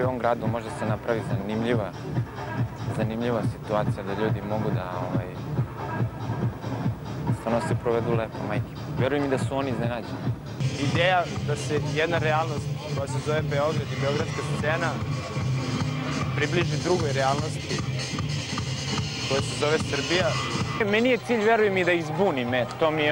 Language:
Serbian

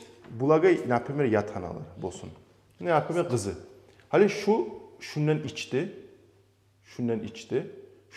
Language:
Kumyk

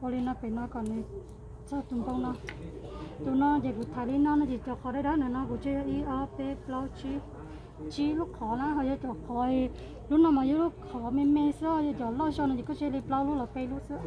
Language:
Hmong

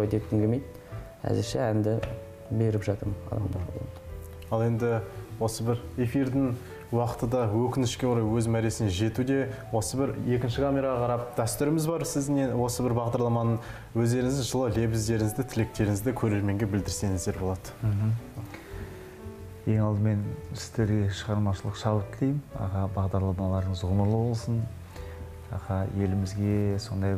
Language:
Kazakh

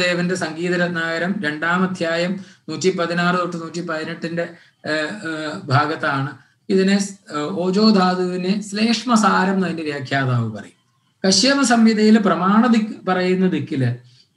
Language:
Malayalam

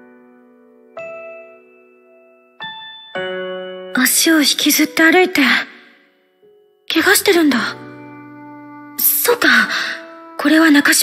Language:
Japanese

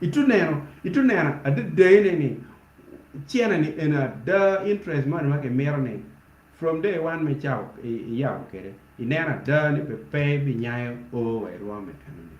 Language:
Acoli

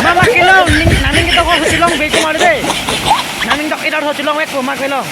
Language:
Karbi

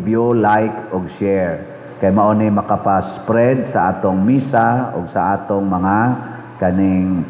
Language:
Cebuano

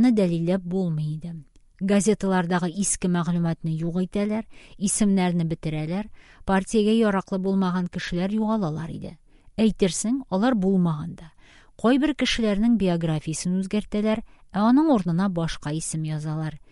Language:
Tatar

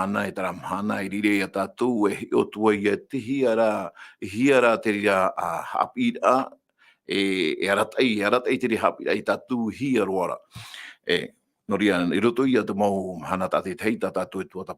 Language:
Tahitian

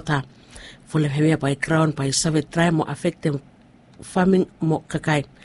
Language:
Bislama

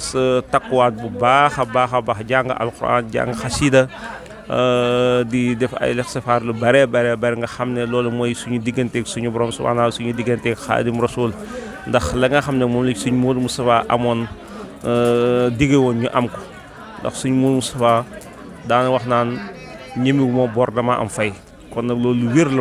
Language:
Wolof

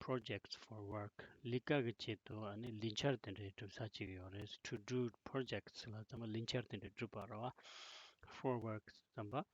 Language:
Tibetan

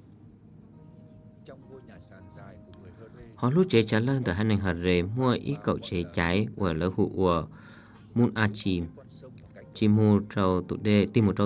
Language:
Vietnamese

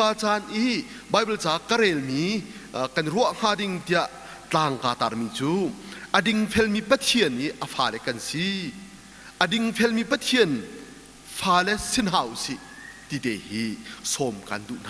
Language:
Hakha Chin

